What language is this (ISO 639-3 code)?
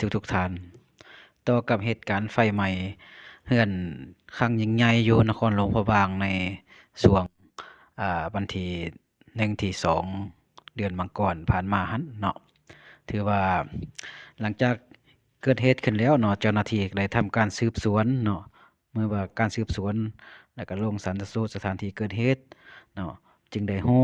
lao